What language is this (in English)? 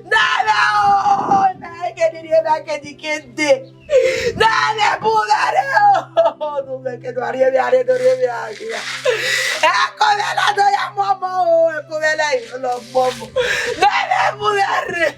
Bini